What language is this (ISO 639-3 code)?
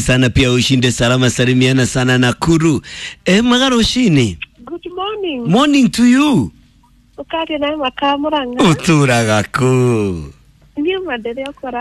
kik